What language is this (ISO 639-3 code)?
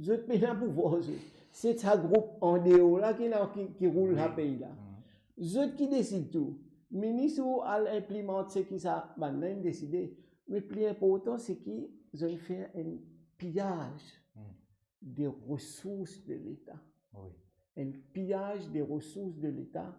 mfe